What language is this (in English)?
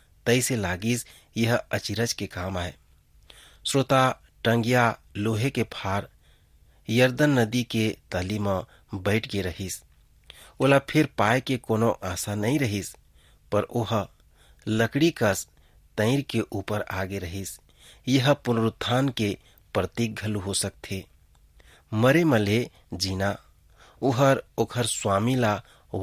Chhattisgarhi